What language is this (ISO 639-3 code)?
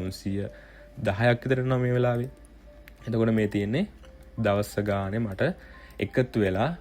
sin